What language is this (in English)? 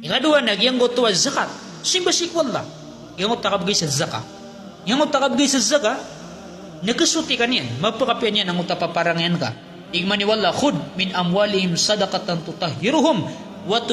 Maranao